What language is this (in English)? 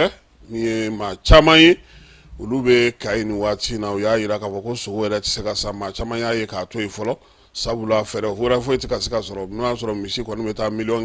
Bambara